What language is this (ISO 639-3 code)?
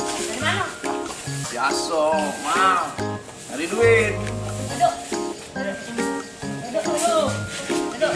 mui